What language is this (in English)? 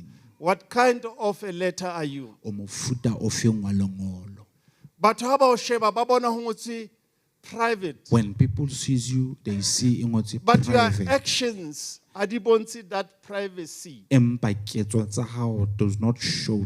Southern Sotho